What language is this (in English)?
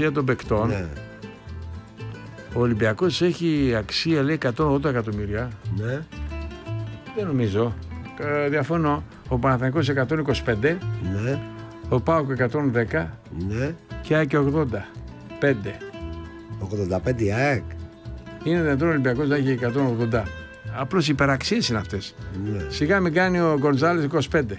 Greek